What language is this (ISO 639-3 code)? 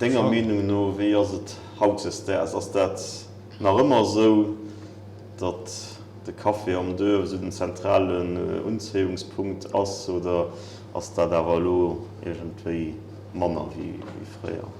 ltz